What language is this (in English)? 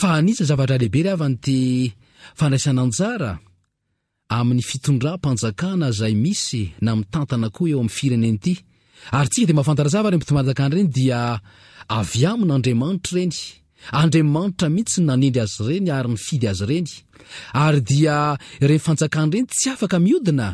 Malagasy